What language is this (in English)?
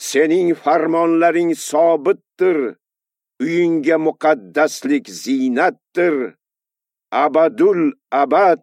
Uzbek